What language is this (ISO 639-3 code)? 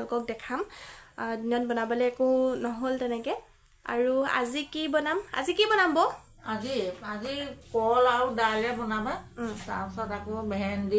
asm